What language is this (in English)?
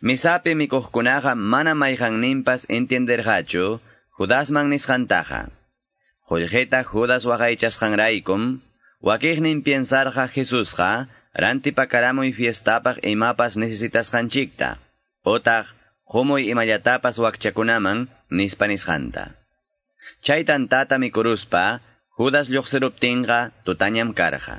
Quechua